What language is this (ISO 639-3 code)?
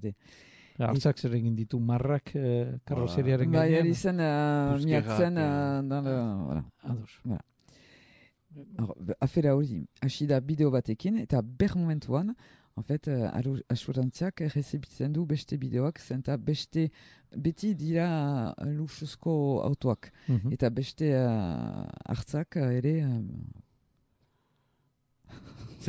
eus